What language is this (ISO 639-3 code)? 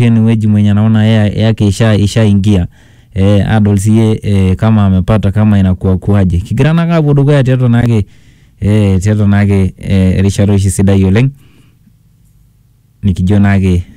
mas